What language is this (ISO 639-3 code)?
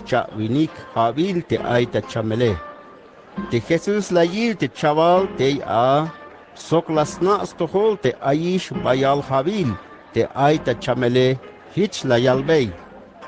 tzh